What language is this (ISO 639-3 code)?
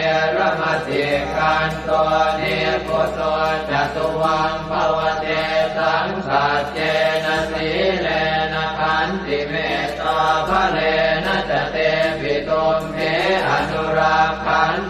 pli